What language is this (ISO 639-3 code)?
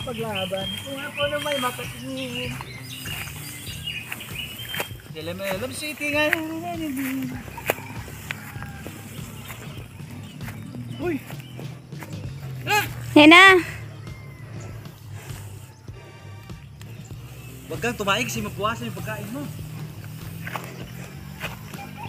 fil